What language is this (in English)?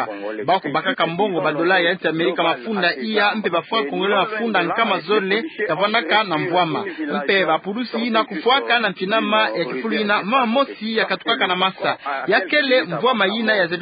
Kituba (Democratic Republic of Congo)